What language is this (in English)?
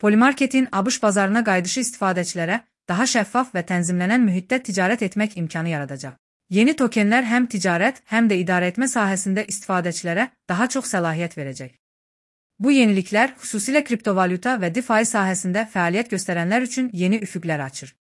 Azerbaijani